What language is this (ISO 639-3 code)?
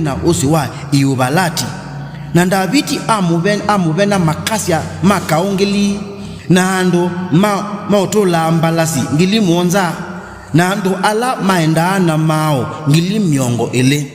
kam